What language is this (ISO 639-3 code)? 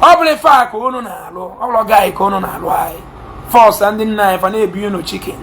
ibo